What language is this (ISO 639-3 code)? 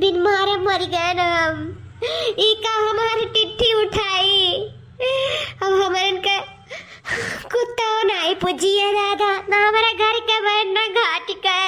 awa